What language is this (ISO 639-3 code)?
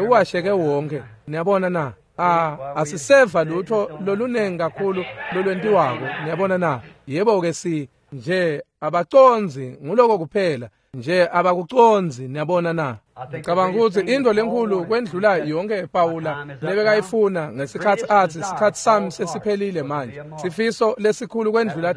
ssw